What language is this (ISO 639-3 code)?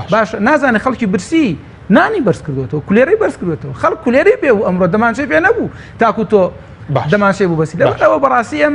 ckb